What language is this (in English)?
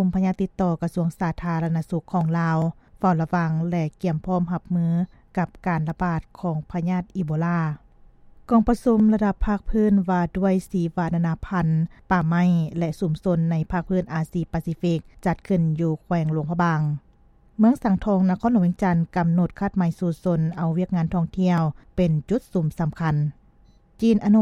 Lao